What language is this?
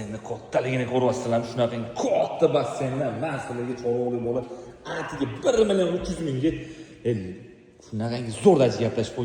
Uzbek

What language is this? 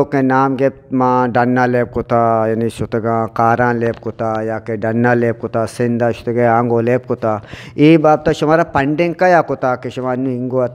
Eastern Balochi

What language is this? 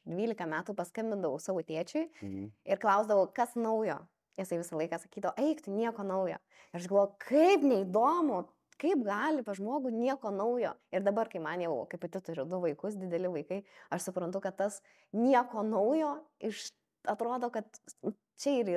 Lithuanian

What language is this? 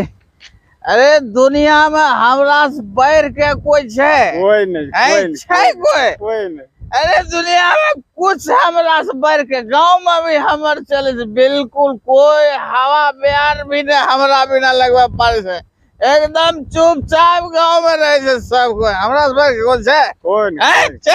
Angika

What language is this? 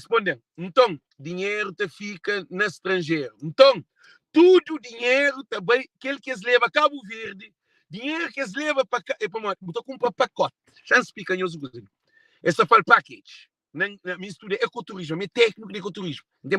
Kabuverdianu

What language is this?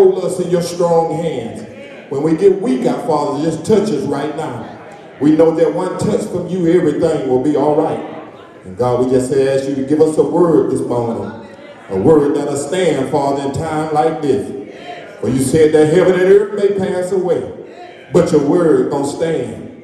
English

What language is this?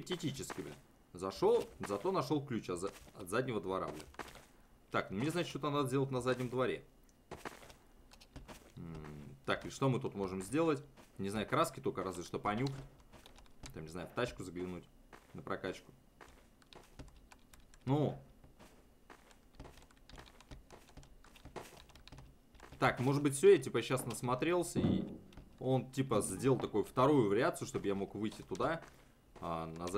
Russian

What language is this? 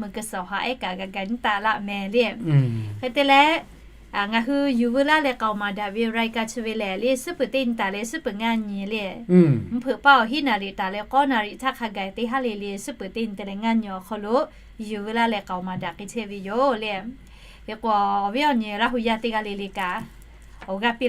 Lahu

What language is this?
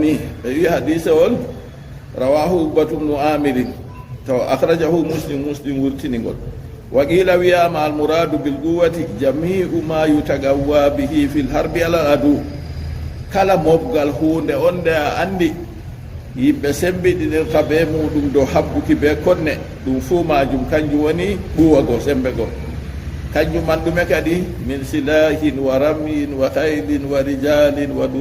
Fula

